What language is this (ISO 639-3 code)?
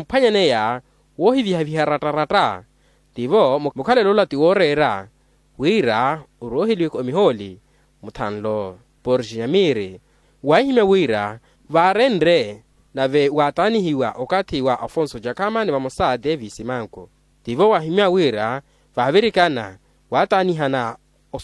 vmw